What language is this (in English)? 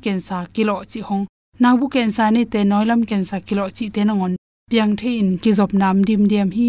Tedim Chin